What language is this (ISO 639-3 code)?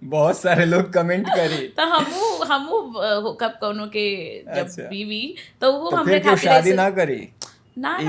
bho